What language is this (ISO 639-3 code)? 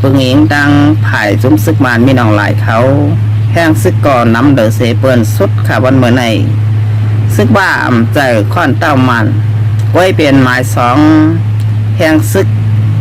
shn